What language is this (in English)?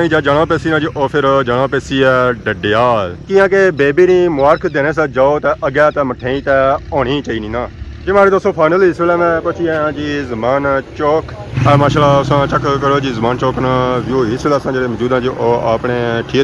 Pahari-Potwari